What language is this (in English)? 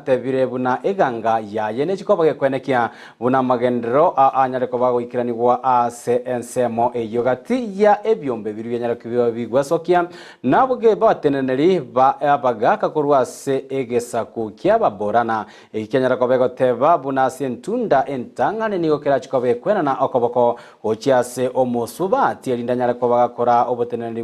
Gusii